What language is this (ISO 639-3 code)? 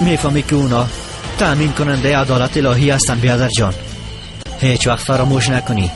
fas